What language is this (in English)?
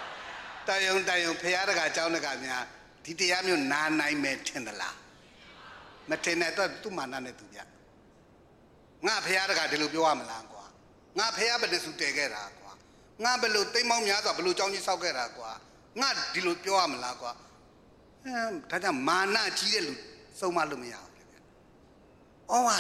Burmese